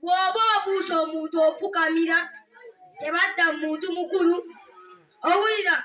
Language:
Ganda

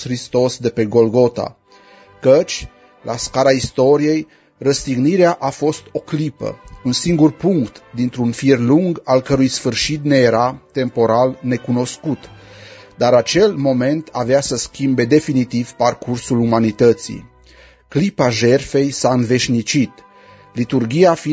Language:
Romanian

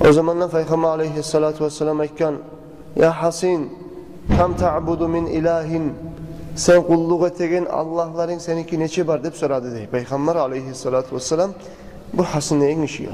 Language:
Kumyk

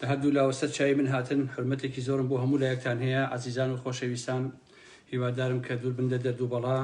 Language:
Central Kurdish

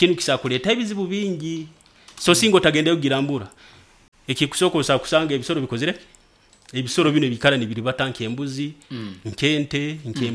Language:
Nyoro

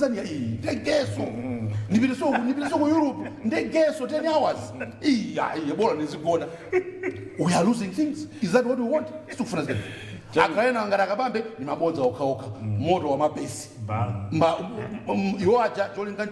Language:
Nyanja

